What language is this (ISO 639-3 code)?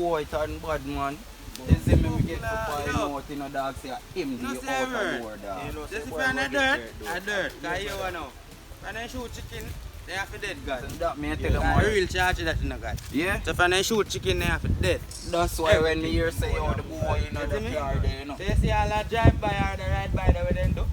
jam